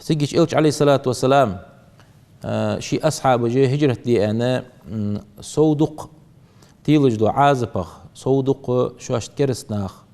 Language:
Ingush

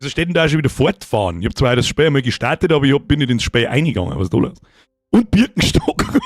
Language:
Bavarian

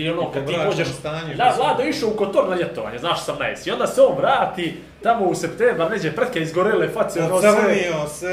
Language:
Bosnian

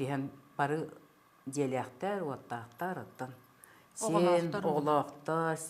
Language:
Yakut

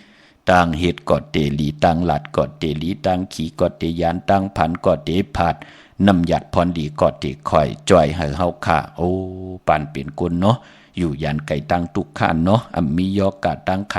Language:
Shan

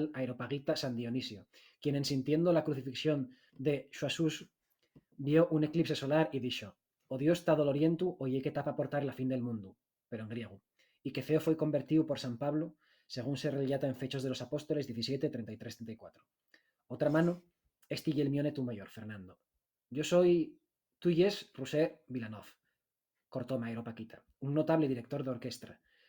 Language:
Asturian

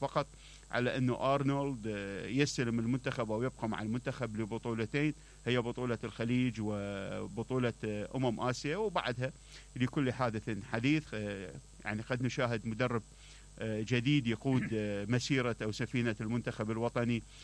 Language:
Mesopotamian Arabic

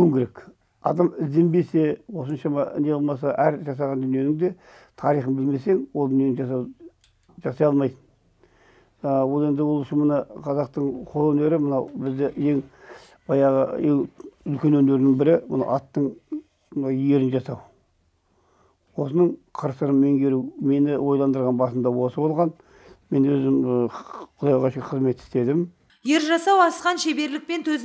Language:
Kazakh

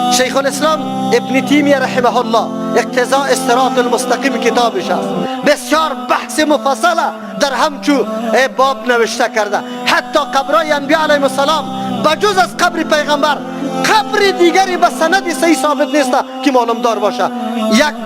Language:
Persian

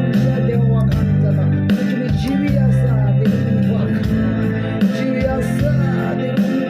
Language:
Konkani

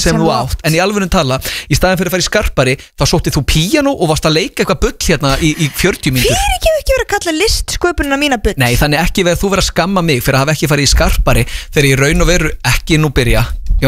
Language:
Icelandic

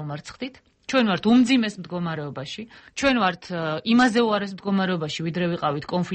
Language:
Georgian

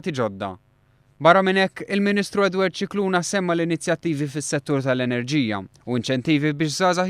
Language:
Maltese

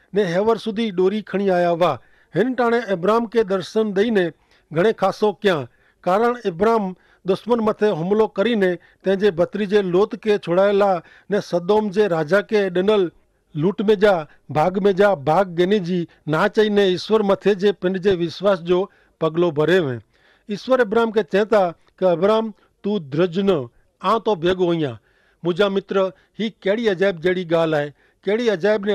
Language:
Kachhi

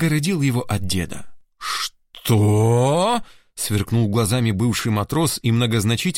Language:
Russian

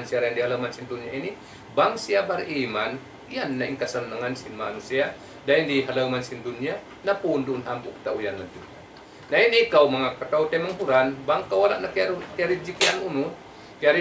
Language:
Tausug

